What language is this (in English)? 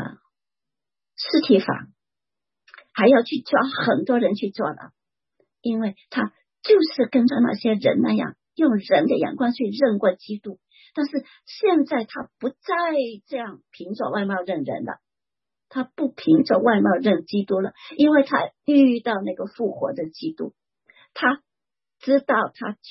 Chinese